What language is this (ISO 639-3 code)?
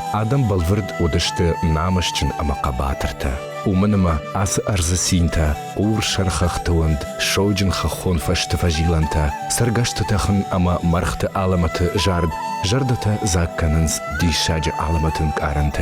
oss